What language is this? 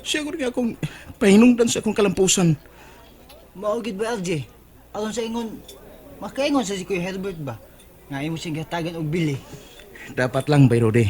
Cebuano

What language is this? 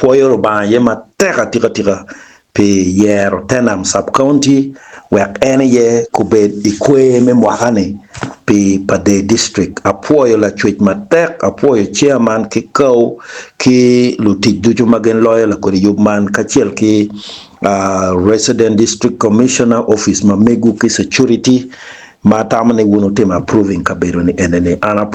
Acoli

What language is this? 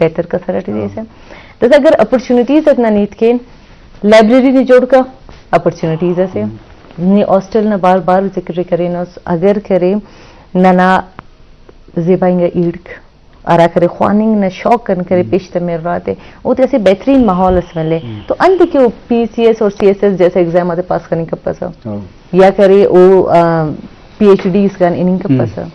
Eastern Balochi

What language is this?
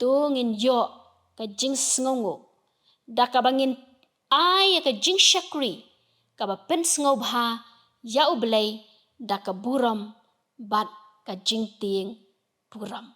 Khasi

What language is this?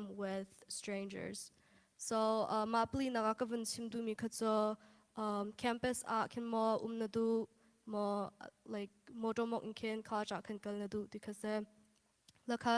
Hakha Chin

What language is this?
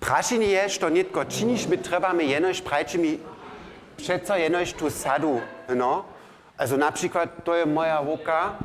Upper Sorbian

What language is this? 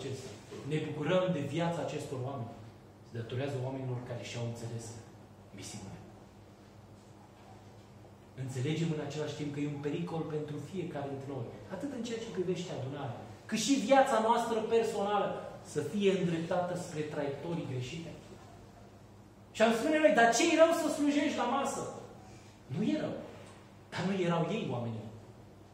Romanian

